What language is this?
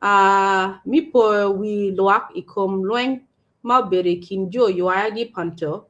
Acoli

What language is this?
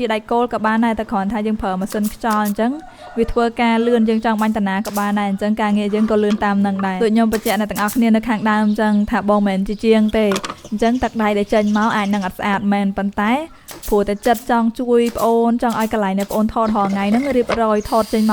Khmer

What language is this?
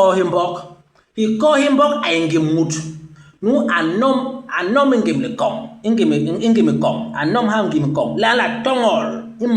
Basaa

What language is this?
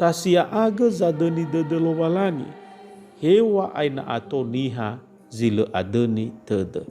Nias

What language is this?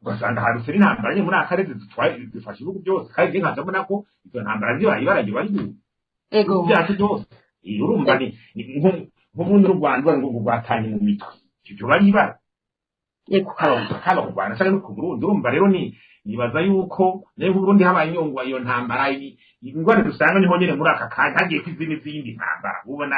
Rundi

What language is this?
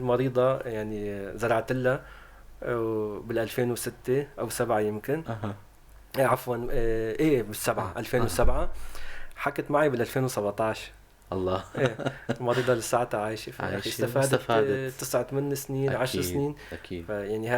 North Levantine Arabic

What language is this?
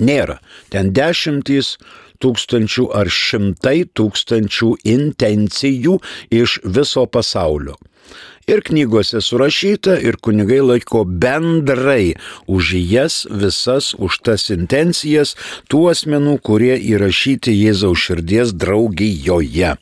Lithuanian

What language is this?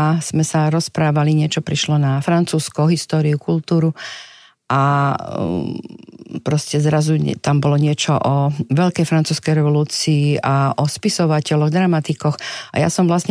Slovak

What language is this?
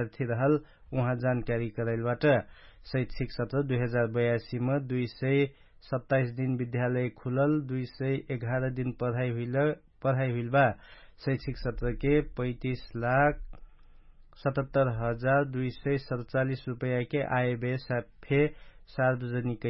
Dangaura Tharu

